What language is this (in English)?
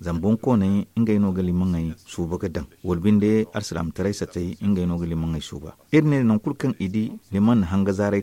Zarma